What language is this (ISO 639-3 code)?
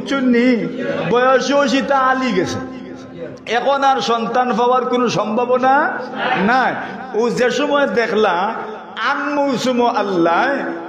syl